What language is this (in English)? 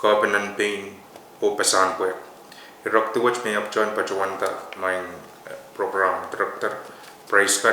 Pohnpeian